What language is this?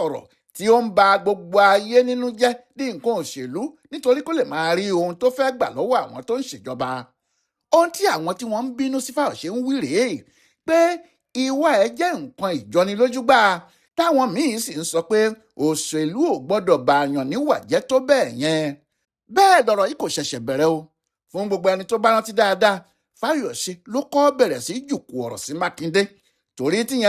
Yoruba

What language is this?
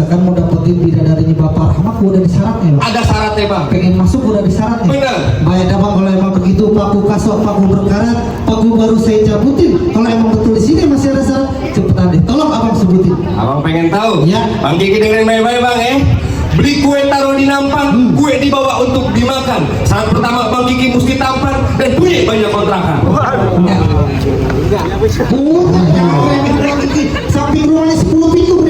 Betawi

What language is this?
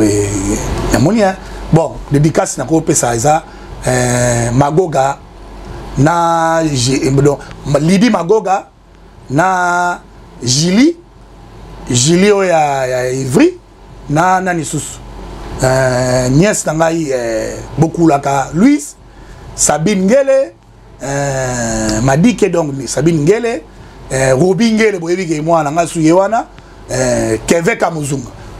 Lingala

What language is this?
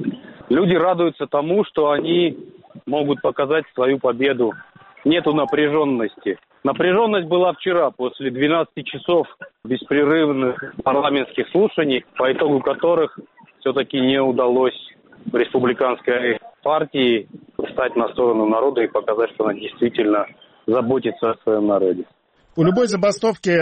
Russian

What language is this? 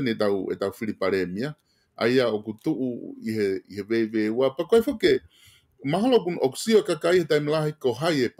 Tongan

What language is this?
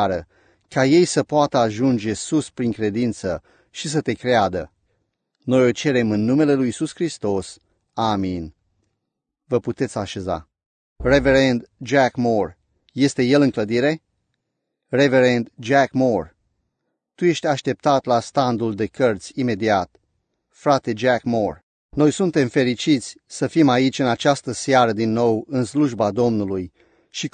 Romanian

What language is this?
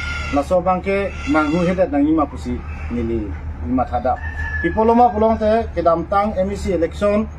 Karbi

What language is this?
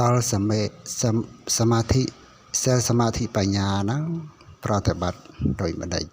Khmer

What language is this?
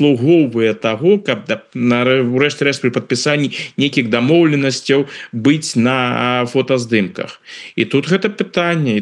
Belarusian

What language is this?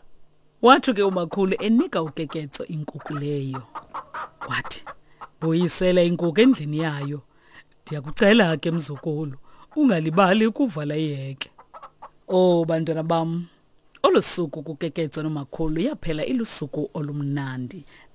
Xhosa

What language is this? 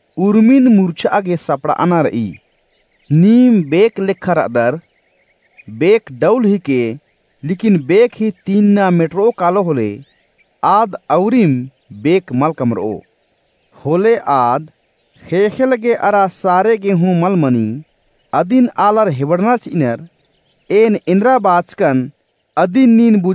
Kurukh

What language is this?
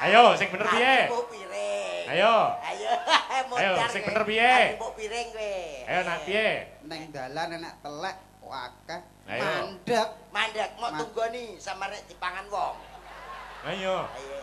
Javanese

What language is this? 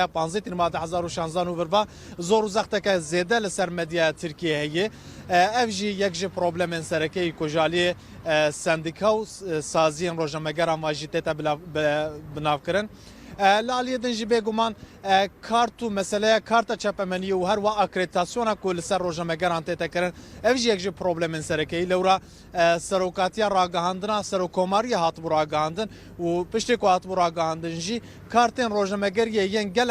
Kurdish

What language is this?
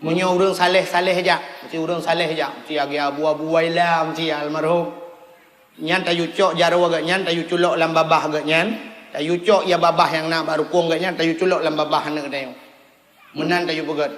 Achinese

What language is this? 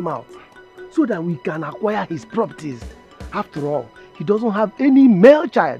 Nigerian Pidgin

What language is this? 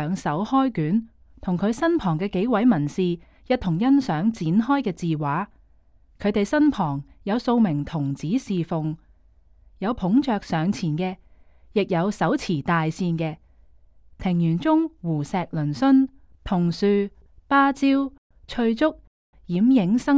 Cantonese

